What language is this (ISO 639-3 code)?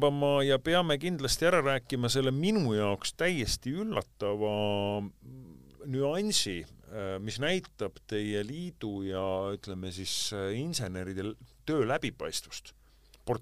est